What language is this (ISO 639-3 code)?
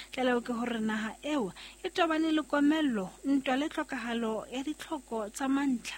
sot